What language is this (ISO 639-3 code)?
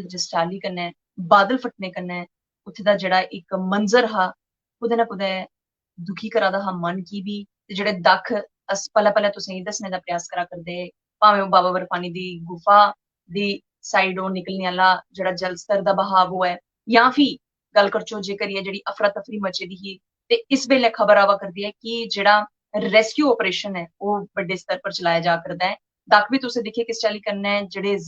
doi